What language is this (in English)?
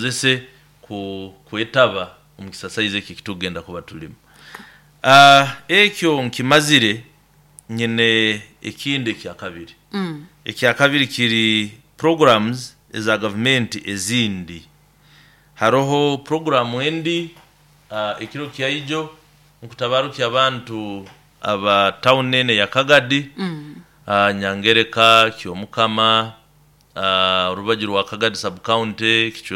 Nyoro